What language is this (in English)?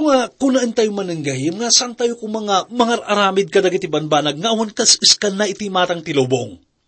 Iloko